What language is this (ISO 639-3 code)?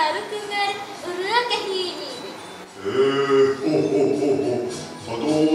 sah